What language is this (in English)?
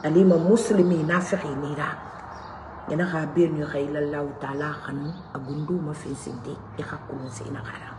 Mandingo